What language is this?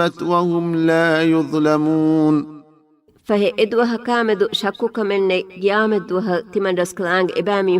Divehi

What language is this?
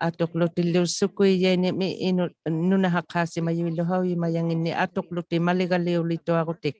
Inuktitut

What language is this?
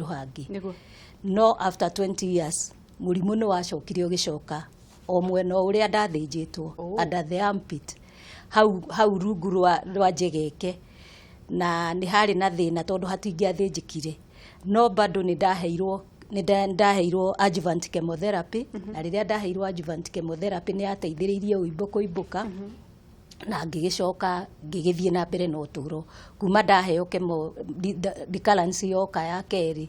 Kikuyu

